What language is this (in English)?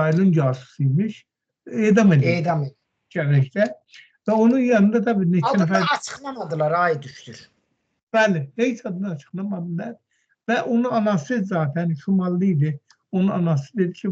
Azerbaijani